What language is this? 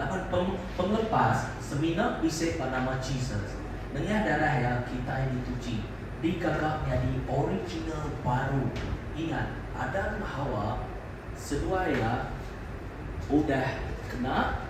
Iban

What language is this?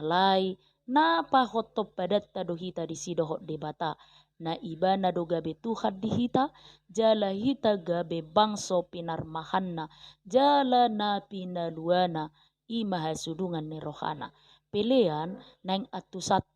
Batak Toba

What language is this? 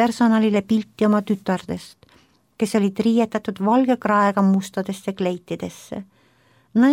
Estonian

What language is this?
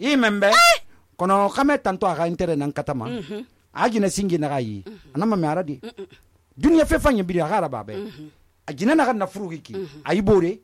Susu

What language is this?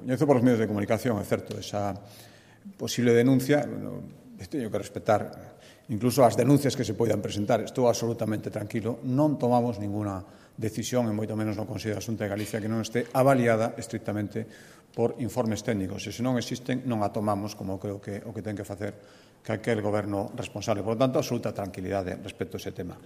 Galician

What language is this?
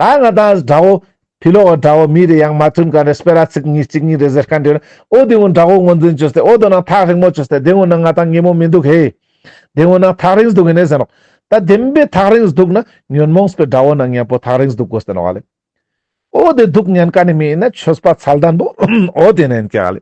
Ladakhi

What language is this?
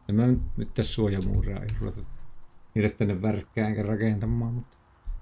Finnish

